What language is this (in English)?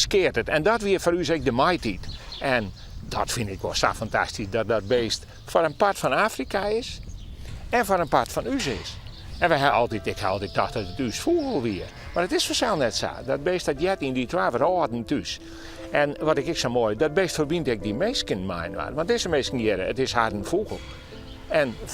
Western Frisian